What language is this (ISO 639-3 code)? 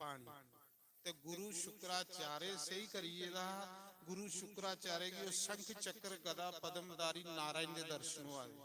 doi